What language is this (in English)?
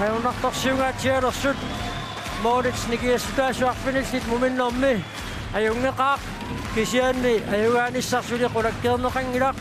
Kalaallisut